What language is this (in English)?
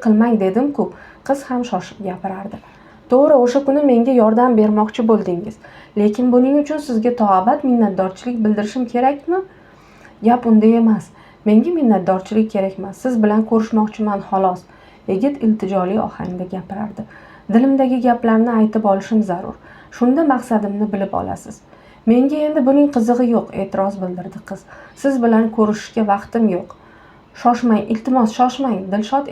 Uzbek